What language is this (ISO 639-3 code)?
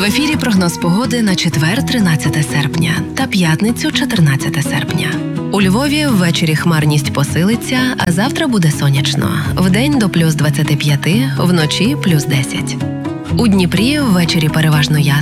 ukr